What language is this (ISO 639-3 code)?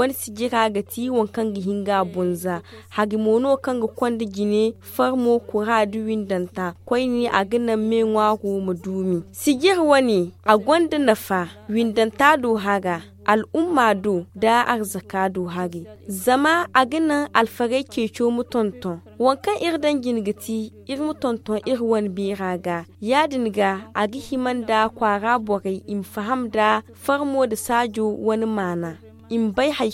dje